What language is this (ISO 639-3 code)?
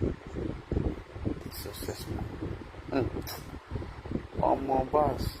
pcm